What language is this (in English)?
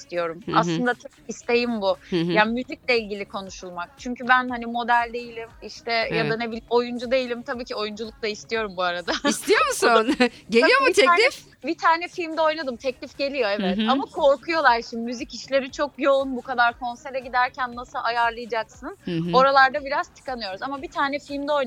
Turkish